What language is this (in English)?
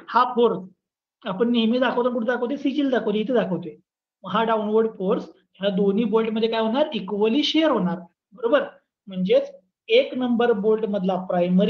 Marathi